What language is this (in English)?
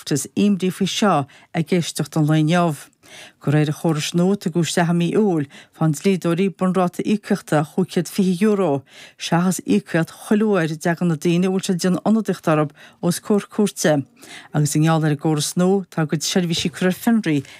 Irish